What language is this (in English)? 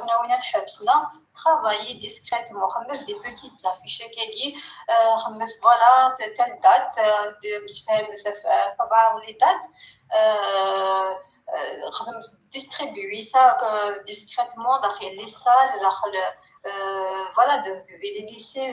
Kabyle